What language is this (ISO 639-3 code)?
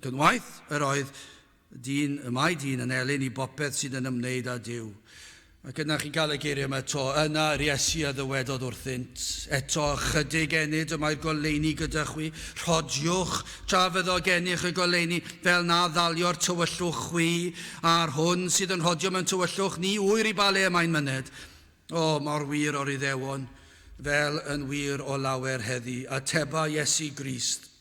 cym